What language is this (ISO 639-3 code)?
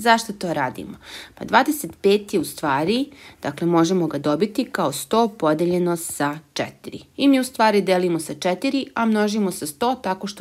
hrv